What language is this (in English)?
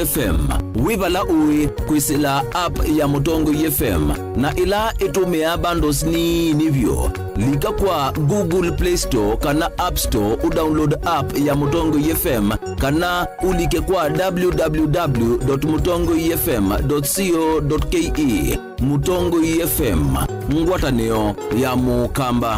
Kamba